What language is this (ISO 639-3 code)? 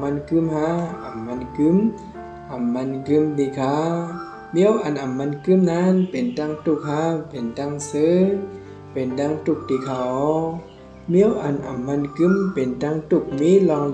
shn